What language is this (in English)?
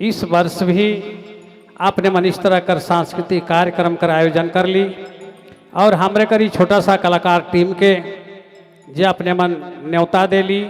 Sadri